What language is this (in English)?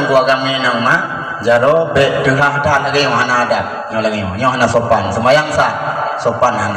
Achinese